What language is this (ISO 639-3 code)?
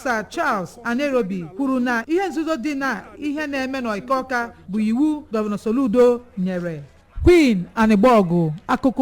ibo